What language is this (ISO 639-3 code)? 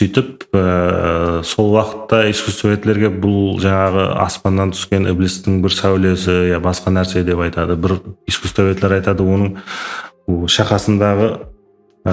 kaa